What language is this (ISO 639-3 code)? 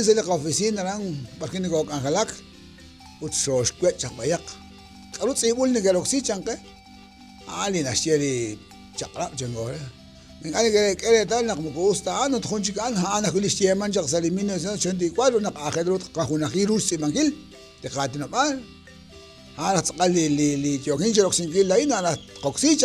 kek